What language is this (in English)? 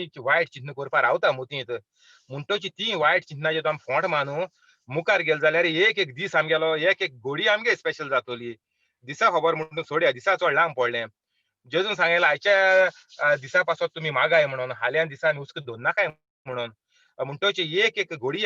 Konkani